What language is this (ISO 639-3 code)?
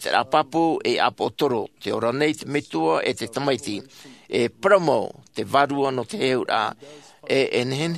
tah